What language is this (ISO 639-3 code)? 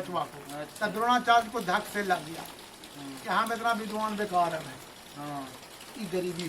mag